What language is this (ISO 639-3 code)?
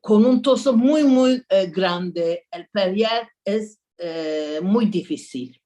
lad